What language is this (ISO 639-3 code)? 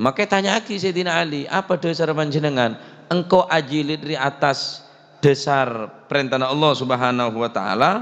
mad